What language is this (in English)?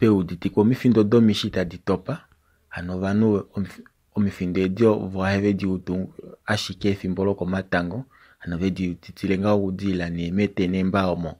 Kuanyama